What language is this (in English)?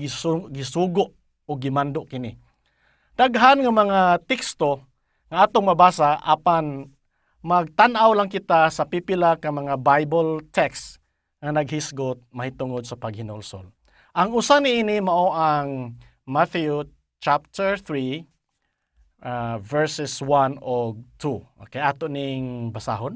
Cebuano